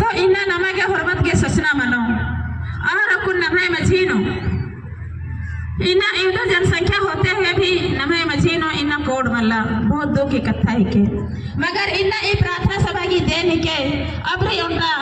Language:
Kurukh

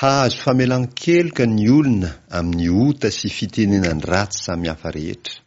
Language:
Malagasy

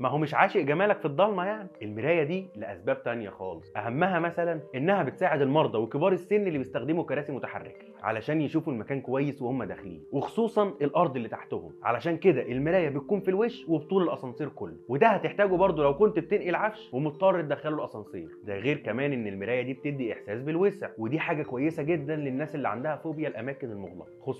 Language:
Egyptian Arabic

